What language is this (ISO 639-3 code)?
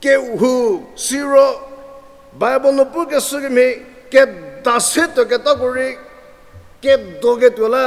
njm